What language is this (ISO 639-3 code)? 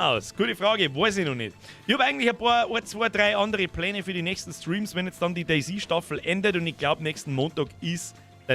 bar